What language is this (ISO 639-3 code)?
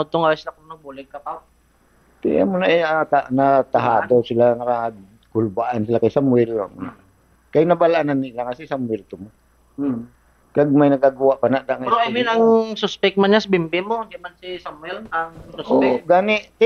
hil